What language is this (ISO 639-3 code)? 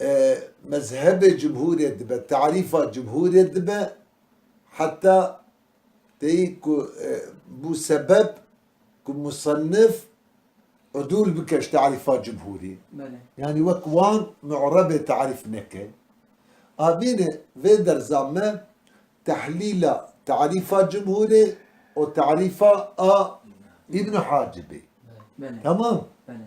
kur